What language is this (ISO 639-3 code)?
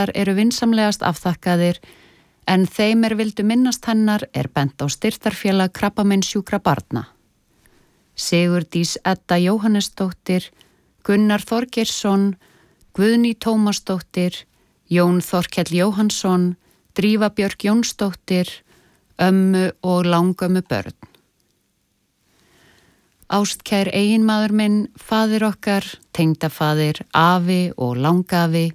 isl